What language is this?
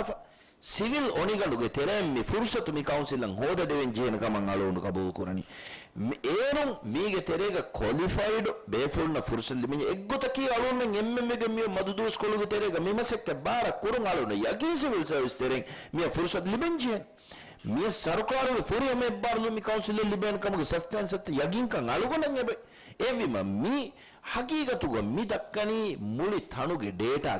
Divehi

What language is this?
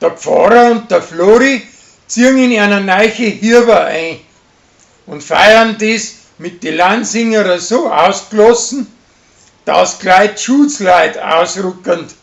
Bavarian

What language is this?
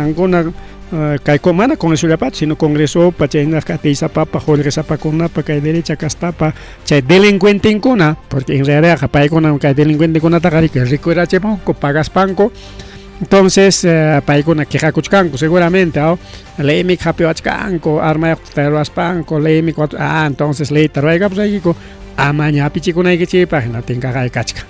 Ayacucho Quechua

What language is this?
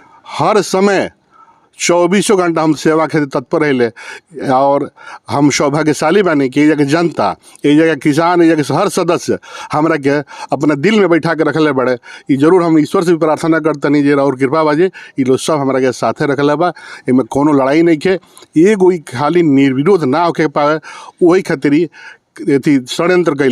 Bhojpuri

